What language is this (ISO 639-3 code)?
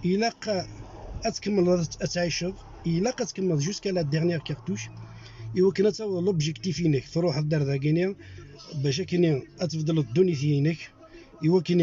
kab